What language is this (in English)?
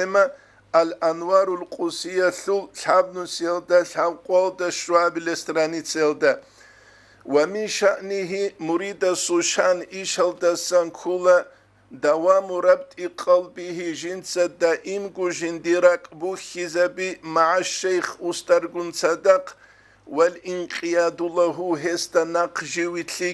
Avaric